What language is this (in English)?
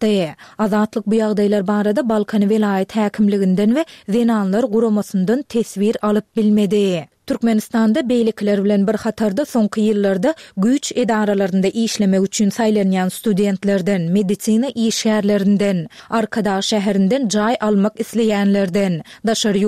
Turkmen